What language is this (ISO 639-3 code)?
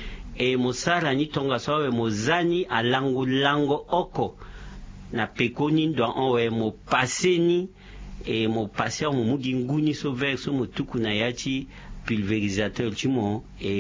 sag